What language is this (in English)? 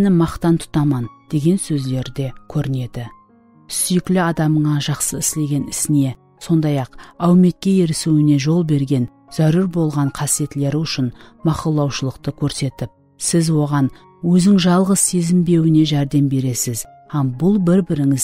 Kara-Kalpak